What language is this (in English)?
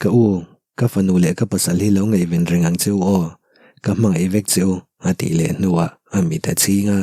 Mizo